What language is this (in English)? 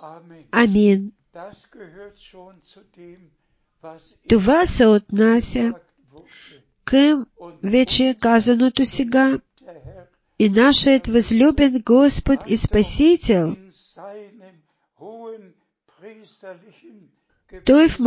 Bulgarian